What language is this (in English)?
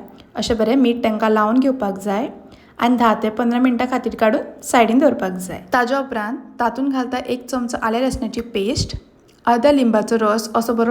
Konkani